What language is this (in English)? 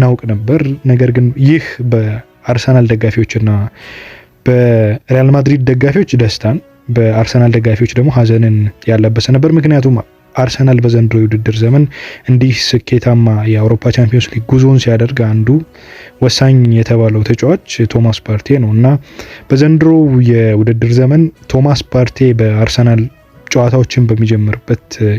Amharic